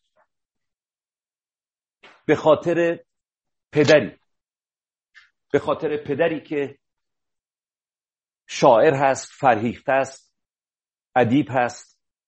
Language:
Persian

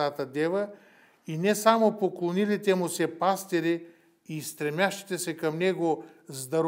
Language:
Bulgarian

